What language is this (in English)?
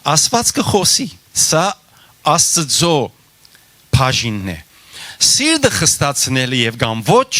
Western Armenian